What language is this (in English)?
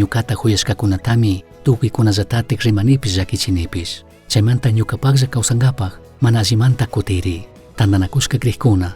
Chimborazo Highland Quichua